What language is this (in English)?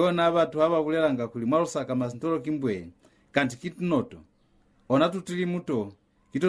Lozi